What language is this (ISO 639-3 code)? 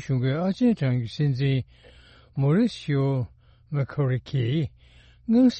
bod